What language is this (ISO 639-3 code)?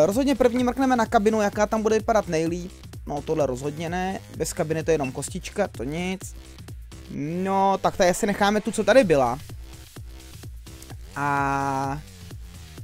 ces